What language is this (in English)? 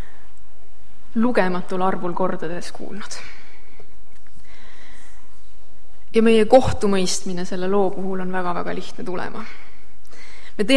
Estonian